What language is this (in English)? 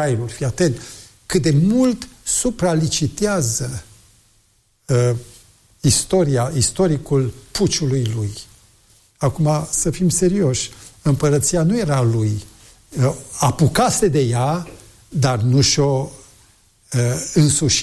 Romanian